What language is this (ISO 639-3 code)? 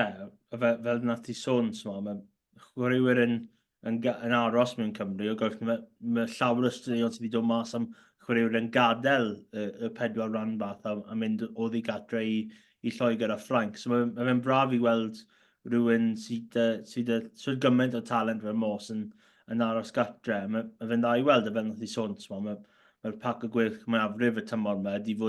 cym